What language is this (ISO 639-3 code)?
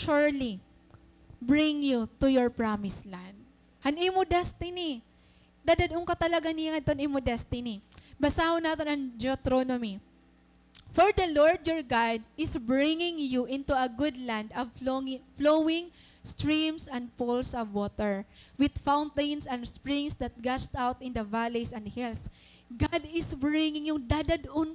war